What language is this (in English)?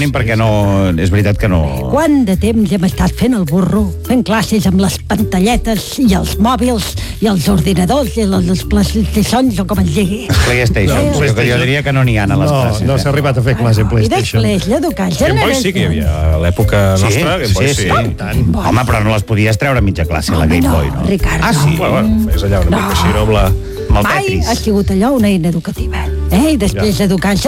Catalan